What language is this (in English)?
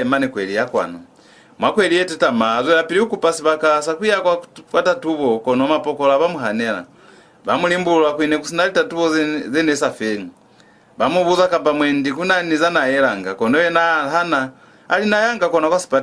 Lozi